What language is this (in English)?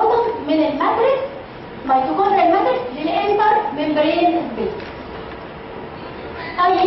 Egyptian Arabic